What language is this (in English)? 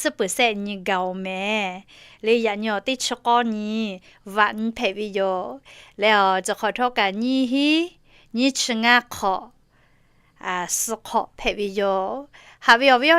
Lahu